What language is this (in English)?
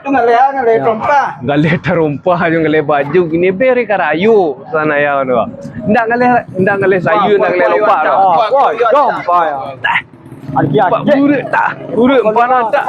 Minangkabau